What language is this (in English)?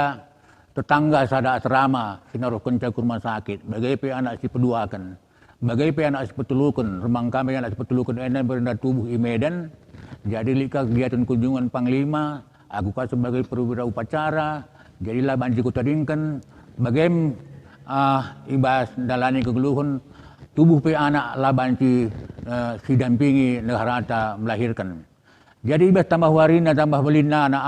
Batak Karo